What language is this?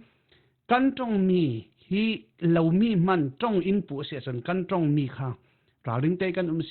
Falam Chin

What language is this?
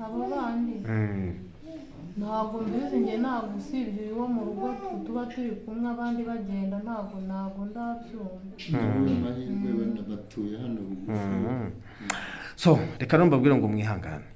Kinyarwanda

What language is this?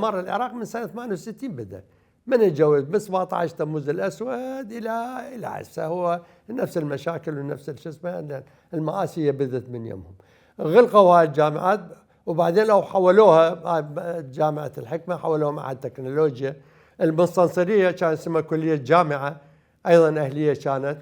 Mesopotamian Arabic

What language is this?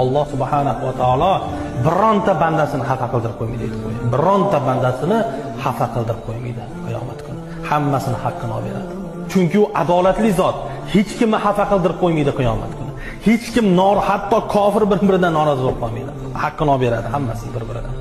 Uzbek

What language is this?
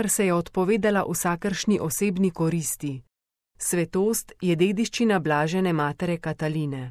Slovenian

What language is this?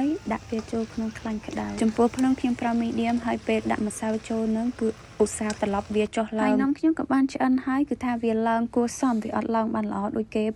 Khmer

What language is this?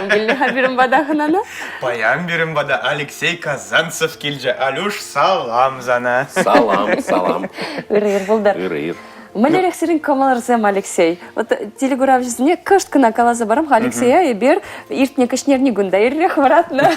Chuvash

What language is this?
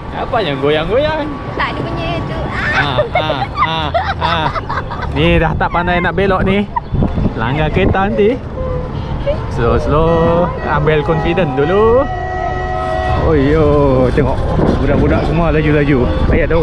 Malay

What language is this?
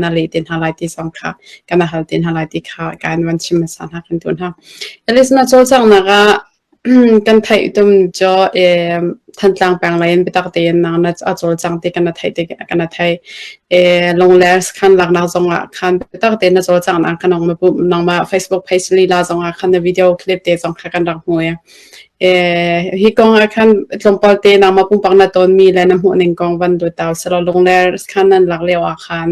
Hakha Chin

